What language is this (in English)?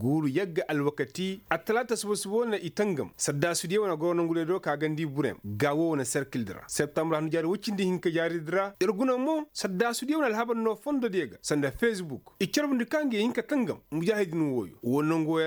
Koyraboro Senni